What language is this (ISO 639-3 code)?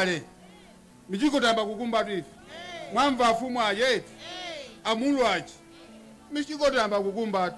nya